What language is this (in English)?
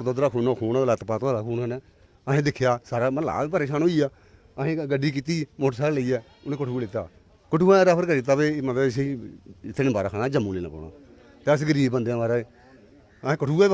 Dogri